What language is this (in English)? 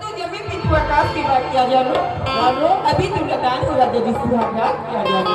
Chhattisgarhi